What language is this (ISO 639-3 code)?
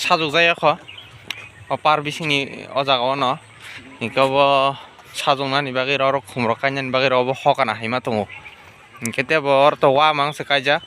trp